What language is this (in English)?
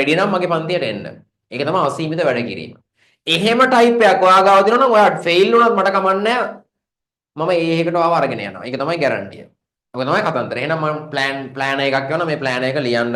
Sinhala